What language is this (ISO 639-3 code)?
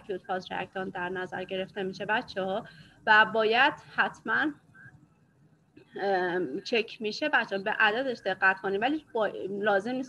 fas